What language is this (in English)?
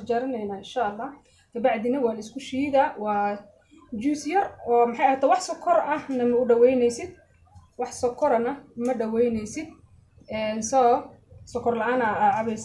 Somali